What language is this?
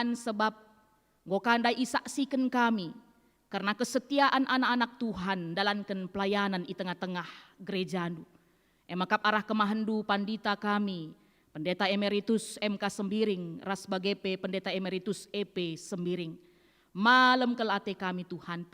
Batak Karo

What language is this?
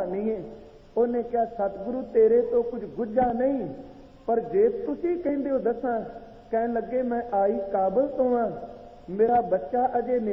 Punjabi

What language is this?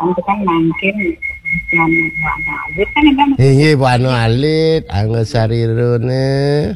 Balinese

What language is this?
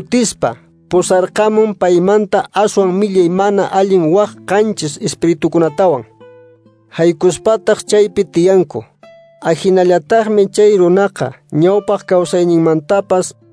Quechua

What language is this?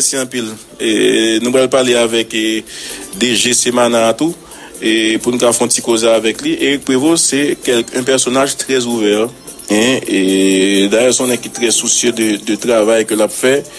Haitian Creole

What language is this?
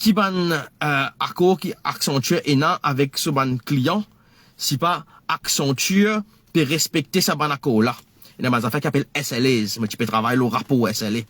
Morisyen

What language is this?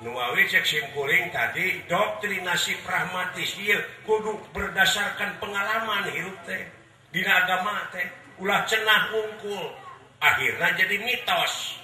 Sundanese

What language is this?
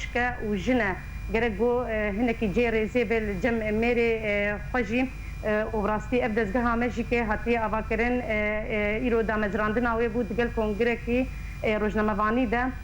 Kurdish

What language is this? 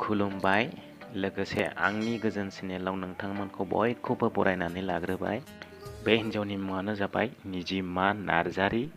Bodo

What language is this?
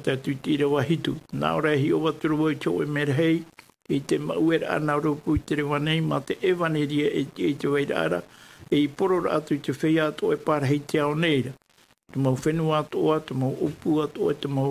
Tahitian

